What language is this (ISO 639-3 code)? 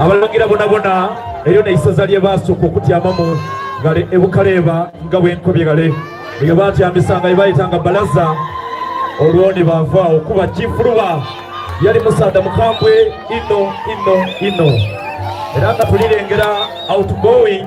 xog